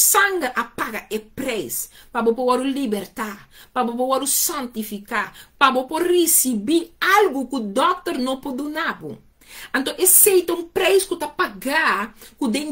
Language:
Papiamento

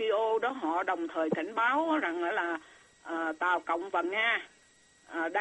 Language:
Vietnamese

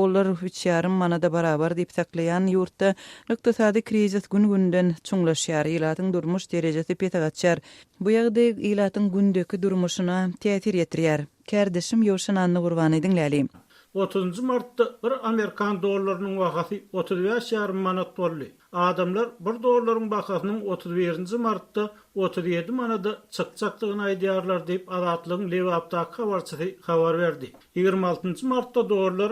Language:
Turkmen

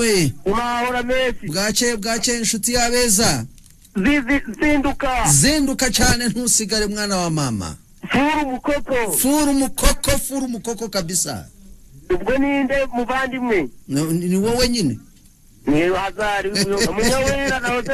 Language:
Kinyarwanda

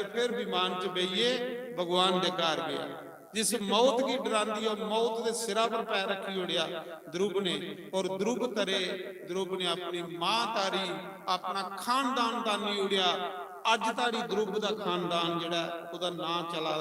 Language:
Dogri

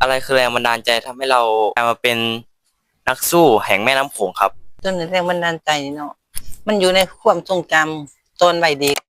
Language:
Lao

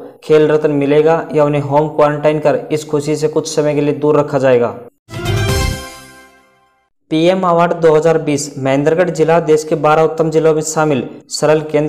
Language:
Hindi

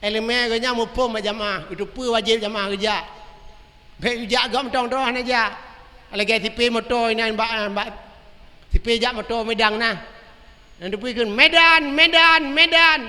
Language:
Achinese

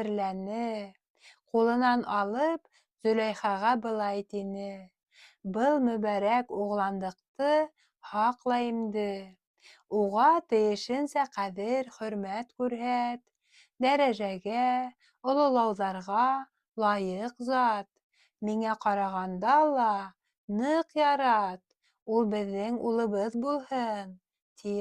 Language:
Bashkir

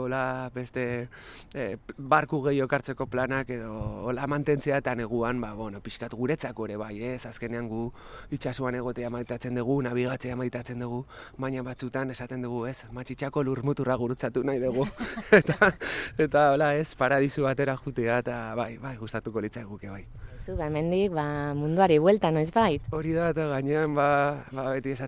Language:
Basque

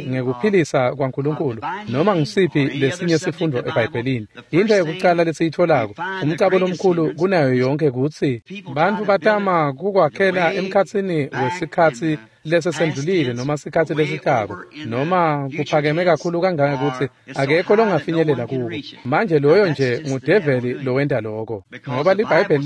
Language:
Swati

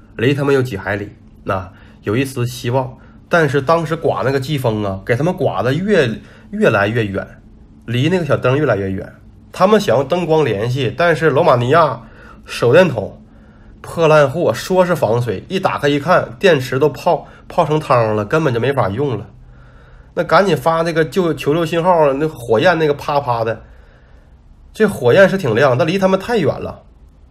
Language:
Chinese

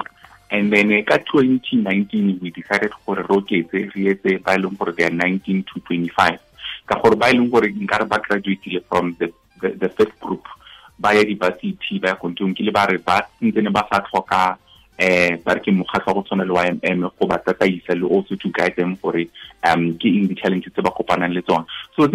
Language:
Tswana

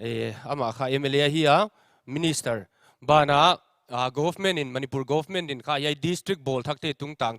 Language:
Paite Chin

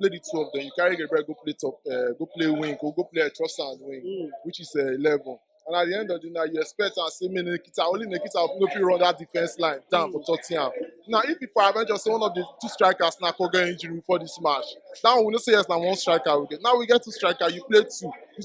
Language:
Nigerian Pidgin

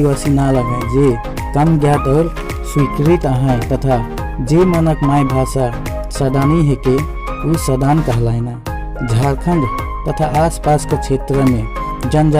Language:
Sadri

